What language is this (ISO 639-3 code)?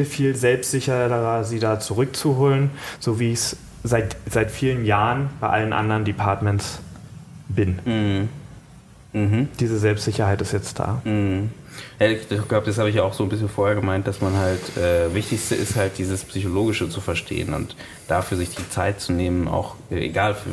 deu